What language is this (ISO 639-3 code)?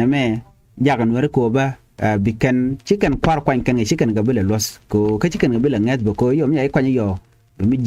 nus